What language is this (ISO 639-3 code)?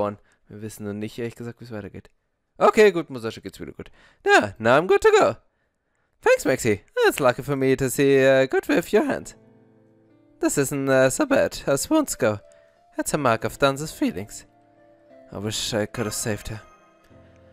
deu